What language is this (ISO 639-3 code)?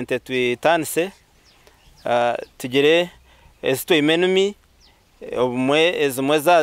nyn